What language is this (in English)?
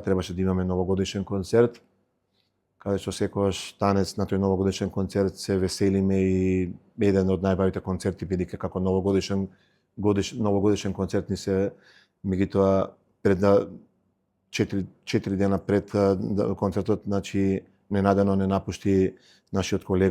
Macedonian